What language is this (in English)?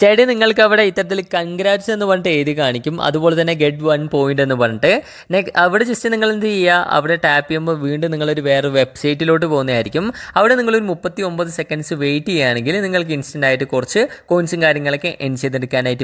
Malayalam